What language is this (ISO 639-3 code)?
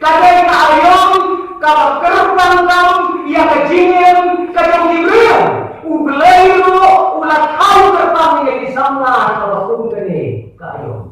kha